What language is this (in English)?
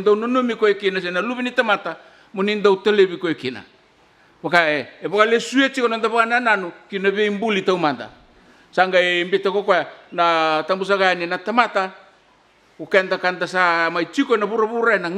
Fijian